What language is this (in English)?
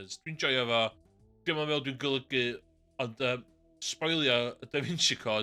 Welsh